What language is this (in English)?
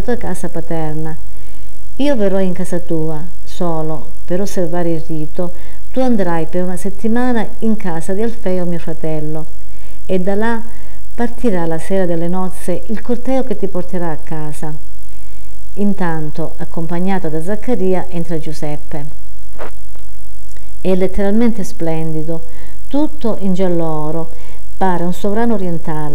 Italian